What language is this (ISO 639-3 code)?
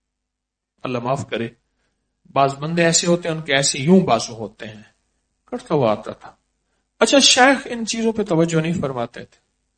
urd